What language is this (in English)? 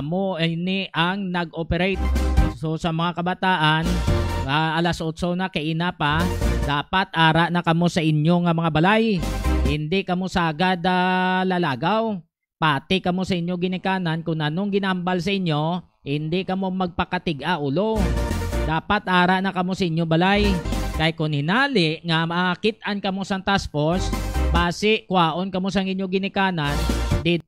Hiligaynon